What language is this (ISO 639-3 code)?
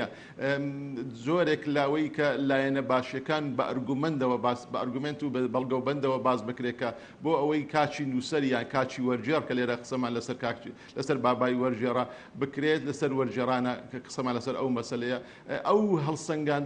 ckb